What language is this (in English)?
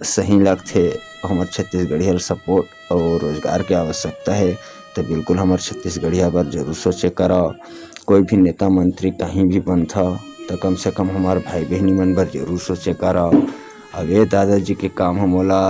Chhattisgarhi